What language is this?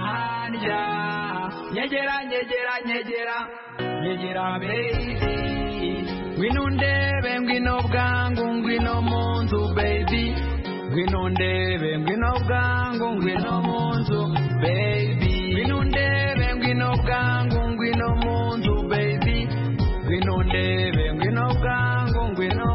Kinyarwanda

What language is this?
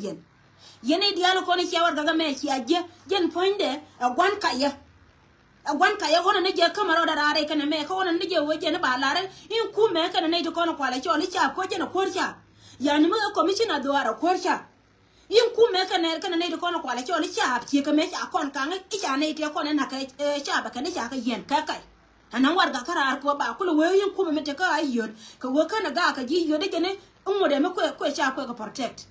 Nuer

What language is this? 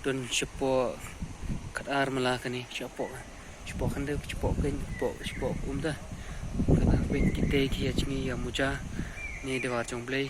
Khasi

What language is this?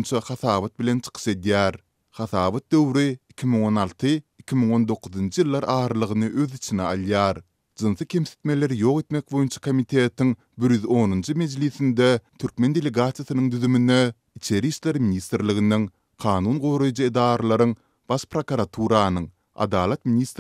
Turkmen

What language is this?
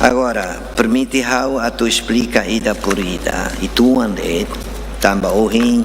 Tetum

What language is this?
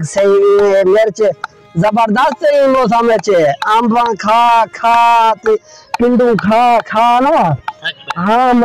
Saraiki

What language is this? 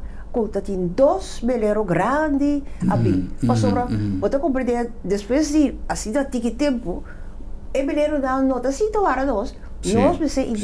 Papiamento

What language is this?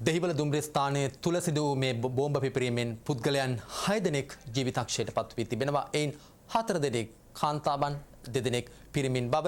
Sinhala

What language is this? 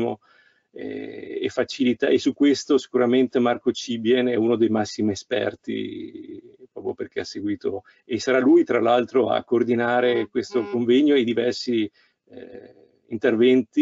Italian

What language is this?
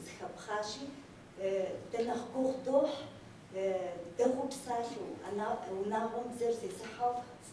Kabardian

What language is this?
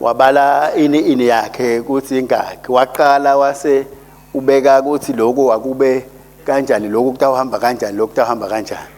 Swati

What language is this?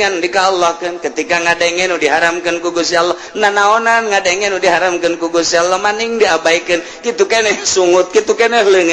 Sundanese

